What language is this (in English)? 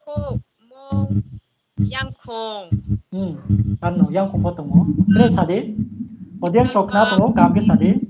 Riang (India)